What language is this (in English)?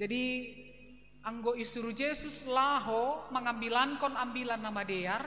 Batak Simalungun